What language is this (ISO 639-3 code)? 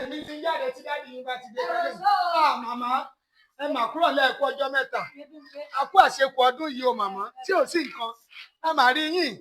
yor